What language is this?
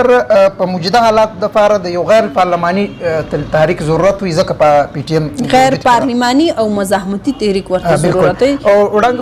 Pashto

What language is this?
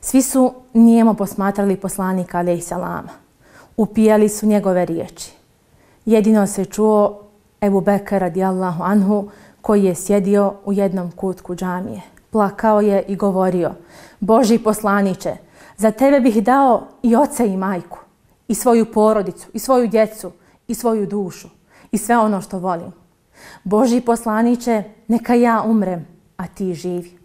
Bosnian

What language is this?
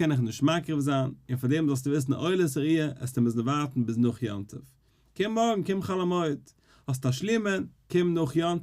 Yiddish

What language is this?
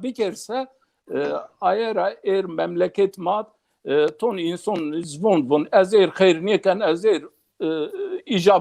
Zaza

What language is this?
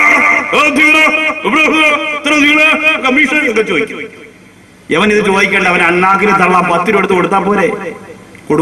Malayalam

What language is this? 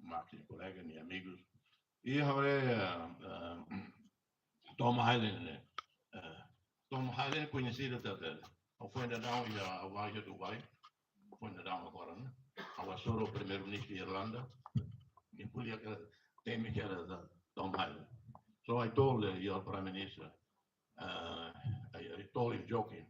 Tetum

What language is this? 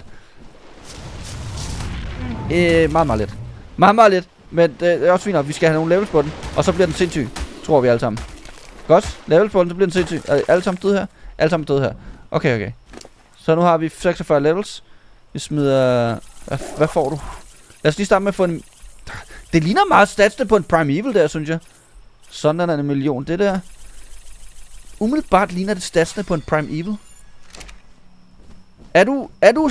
Danish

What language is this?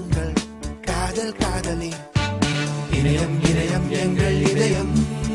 Tamil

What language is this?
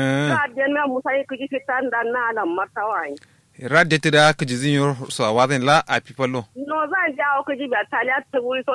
Kanuri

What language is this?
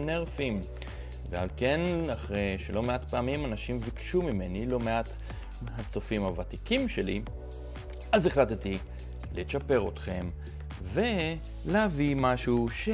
Hebrew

